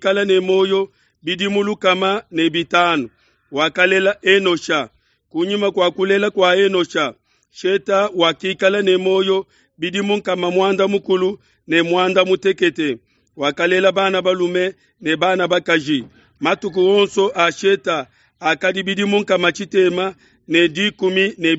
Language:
Luba-Lulua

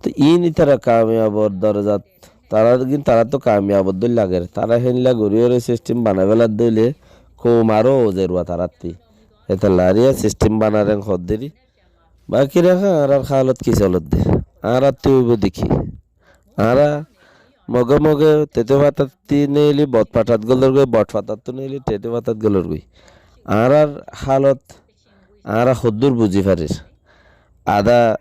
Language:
Rohingya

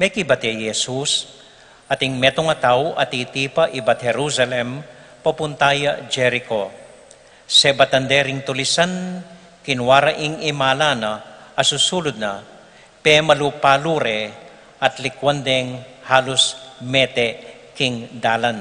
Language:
Pampanga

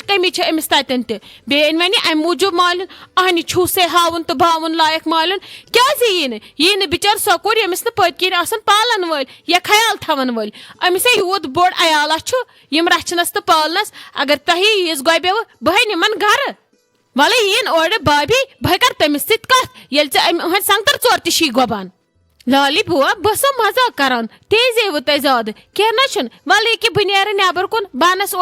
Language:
Kashmiri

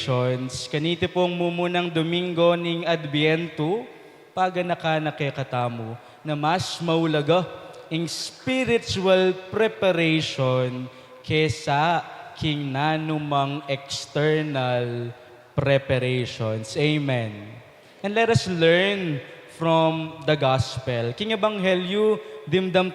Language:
Pampanga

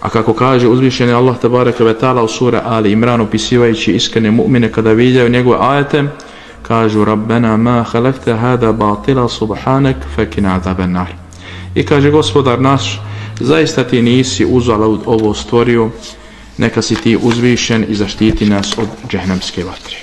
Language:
Bosnian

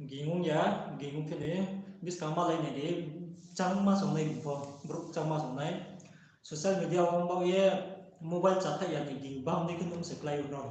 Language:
Riang (India)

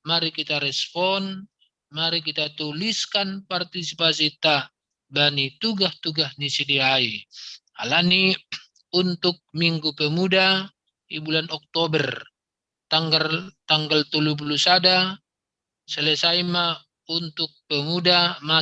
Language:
Batak Simalungun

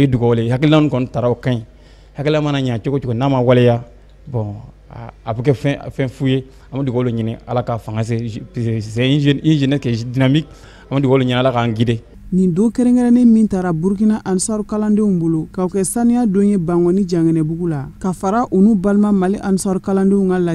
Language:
Bambara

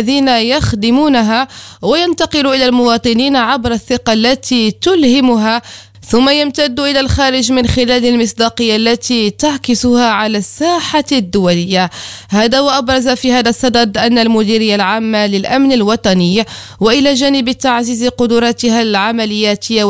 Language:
Arabic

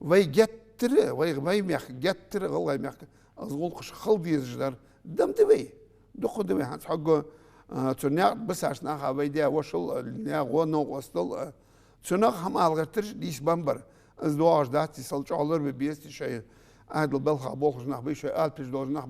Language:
Ingush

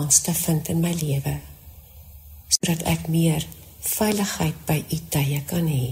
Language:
Afrikaans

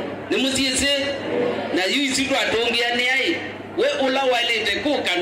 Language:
Kamba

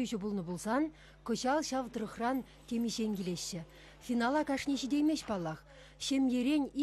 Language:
Chuvash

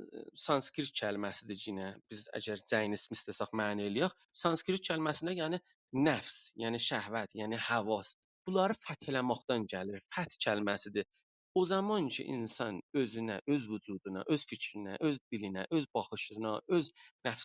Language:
South Azerbaijani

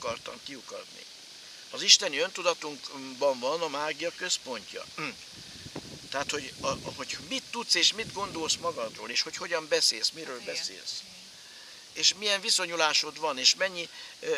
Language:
Hungarian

